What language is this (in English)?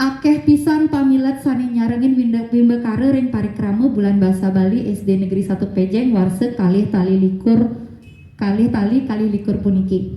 Balinese